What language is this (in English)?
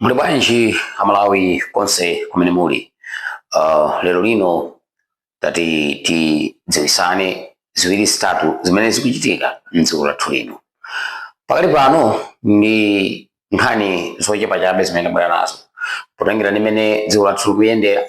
Nyanja